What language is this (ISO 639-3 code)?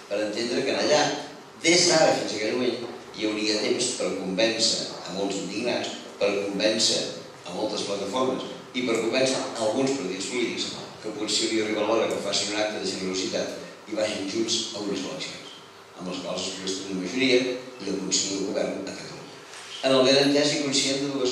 cat